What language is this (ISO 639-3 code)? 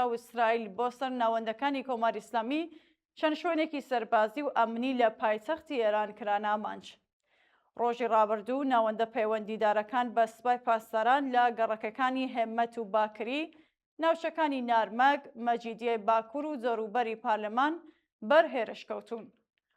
ckb